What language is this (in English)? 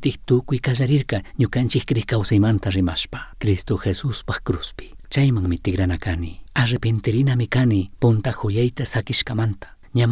Chimborazo Highland Quichua